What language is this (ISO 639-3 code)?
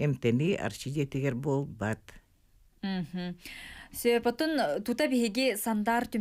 sah